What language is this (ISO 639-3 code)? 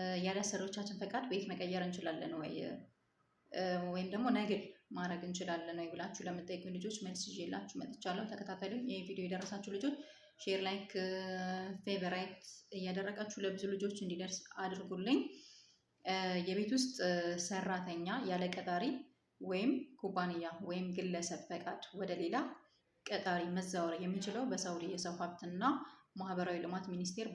amh